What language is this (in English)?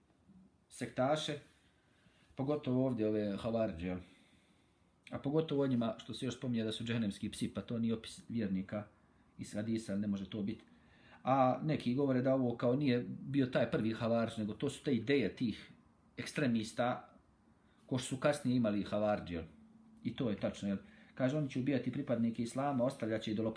Bosnian